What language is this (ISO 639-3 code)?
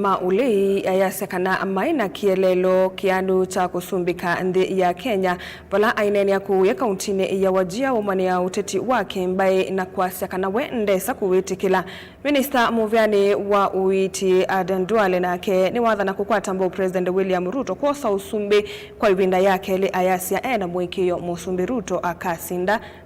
kam